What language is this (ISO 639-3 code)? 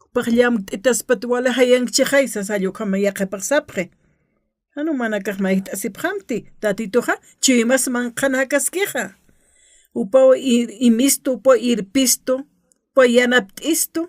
aym